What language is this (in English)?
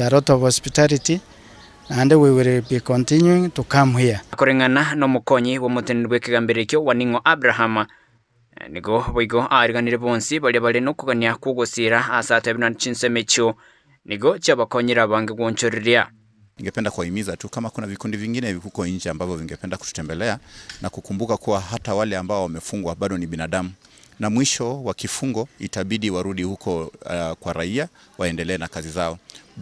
Gusii